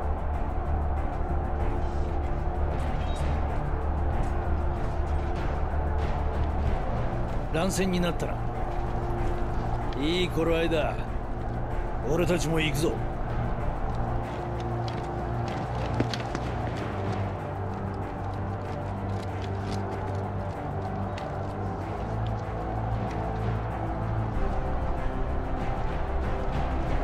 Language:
Japanese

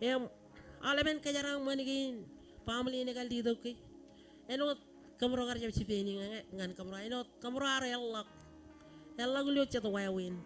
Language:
Marshallese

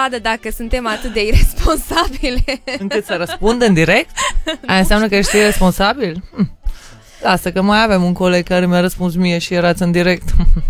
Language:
Romanian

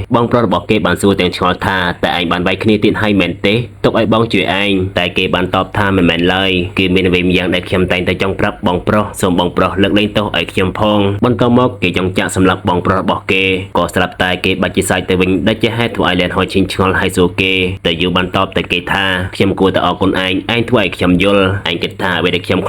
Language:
Khmer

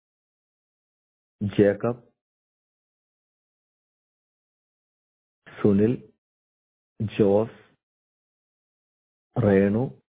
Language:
Malayalam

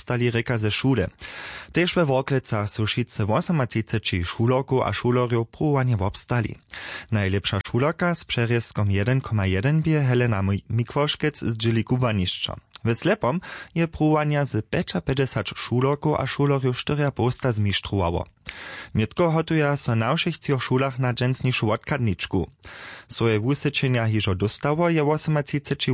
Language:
Upper Sorbian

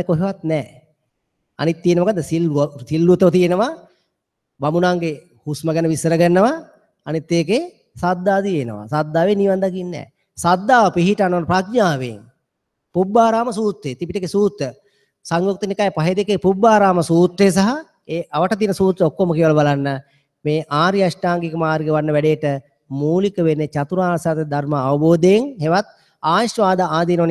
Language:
Sinhala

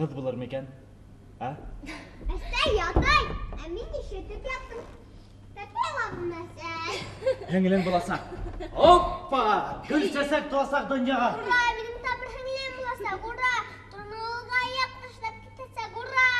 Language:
Bashkir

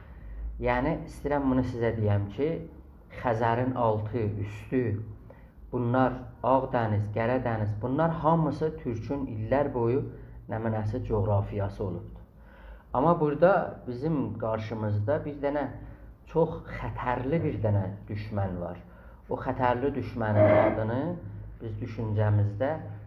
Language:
South Azerbaijani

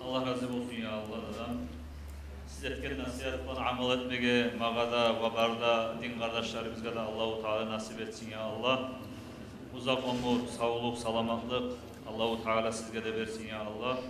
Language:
Kumyk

